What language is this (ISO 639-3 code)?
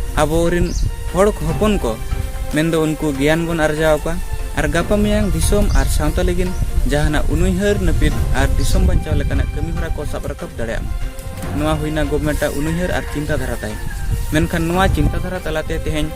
sat